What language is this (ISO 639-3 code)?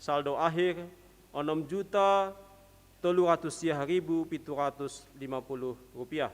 bts